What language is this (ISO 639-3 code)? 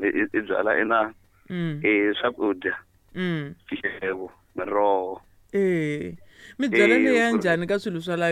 tso